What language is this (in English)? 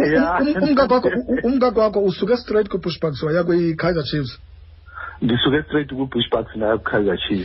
Xhosa